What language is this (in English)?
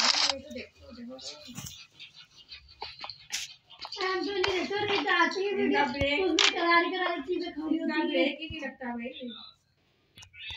Hindi